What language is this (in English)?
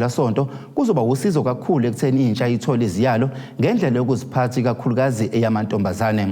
Zulu